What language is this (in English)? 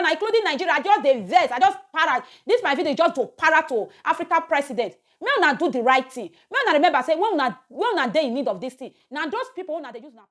Nigerian Pidgin